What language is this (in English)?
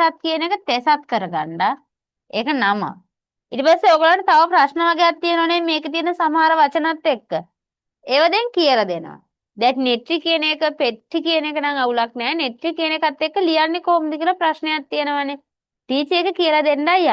Sinhala